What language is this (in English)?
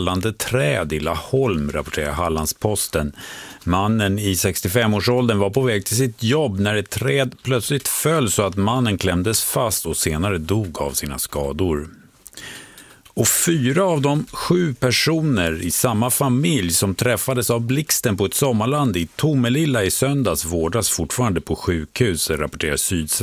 Swedish